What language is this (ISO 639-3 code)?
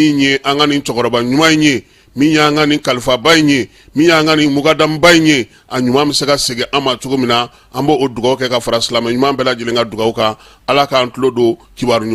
bam